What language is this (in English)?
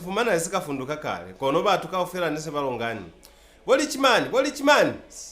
Lozi